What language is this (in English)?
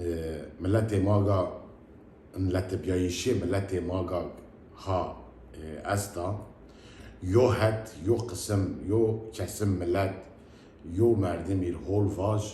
Zaza